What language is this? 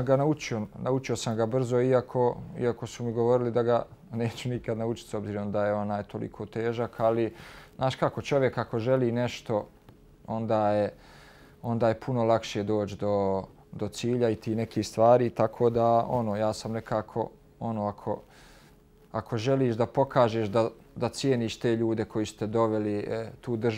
Bosnian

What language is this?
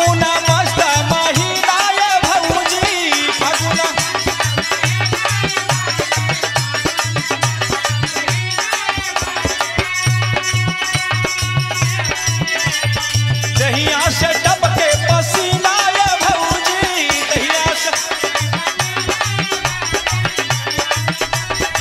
Bhojpuri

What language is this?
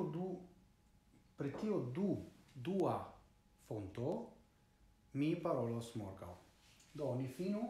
Esperanto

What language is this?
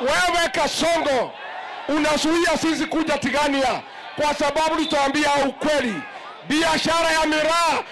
Swahili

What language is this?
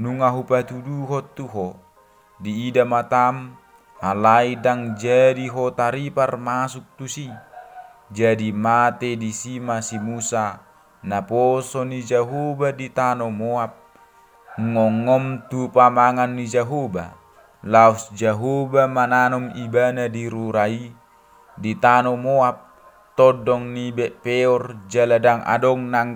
Batak Toba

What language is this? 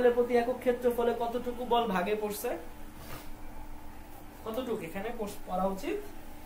Bangla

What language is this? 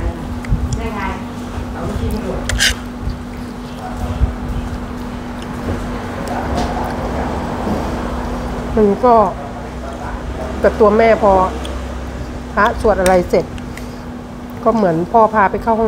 Thai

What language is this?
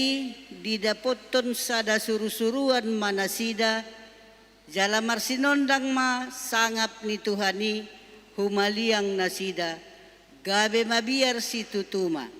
Batak Toba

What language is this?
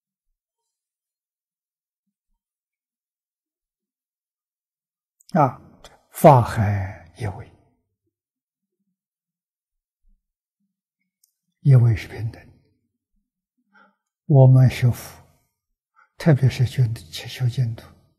Chinese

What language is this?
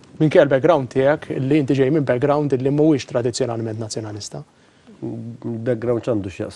Maltese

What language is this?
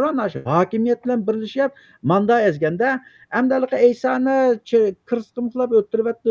Uyghur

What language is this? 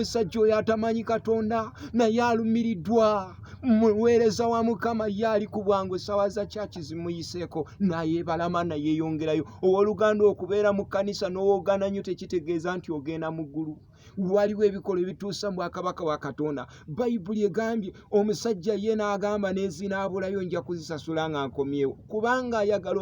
Ganda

